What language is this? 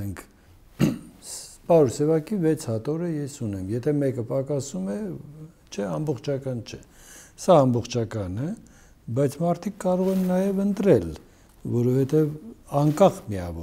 Armenian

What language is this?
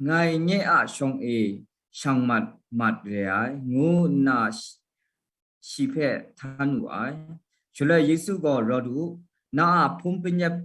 Kachin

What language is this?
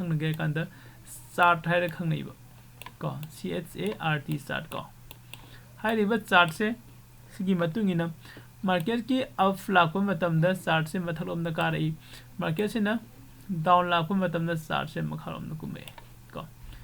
Manipuri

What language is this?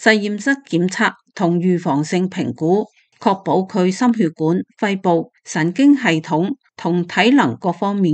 Cantonese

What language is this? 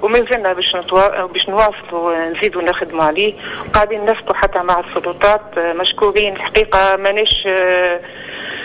Tunisian Arabic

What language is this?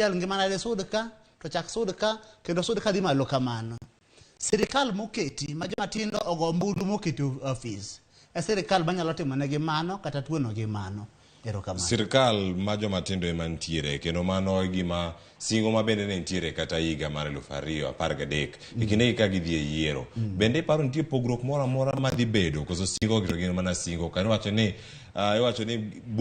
Luo (Kenya and Tanzania)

